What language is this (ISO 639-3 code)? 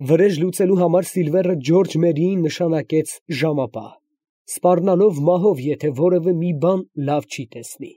hye